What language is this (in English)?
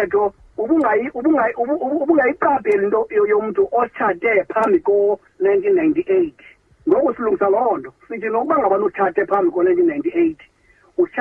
Xhosa